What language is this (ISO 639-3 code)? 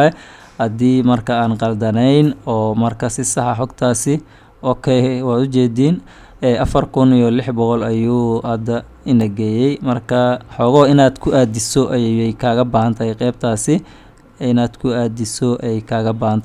som